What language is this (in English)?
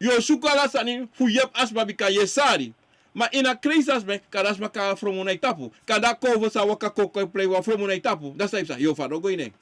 Sranan Tongo